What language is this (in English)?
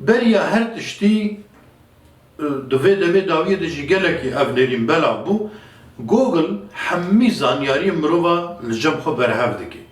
Kurdish